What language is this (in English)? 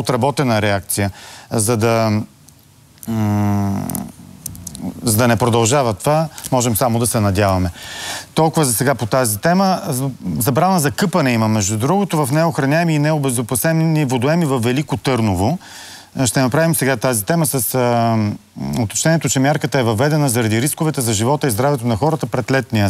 Bulgarian